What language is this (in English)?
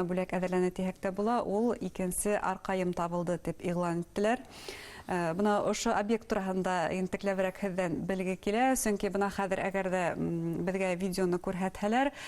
Bashkir